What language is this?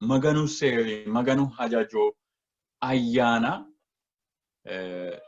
Sidamo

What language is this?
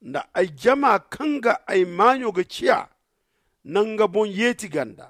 Zarma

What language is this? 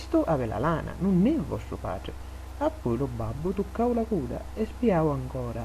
Sicilian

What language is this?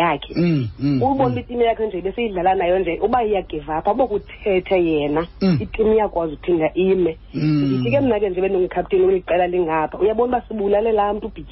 Xhosa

